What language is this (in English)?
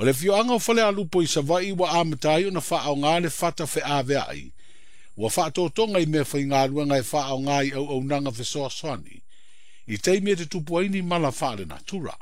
Samoan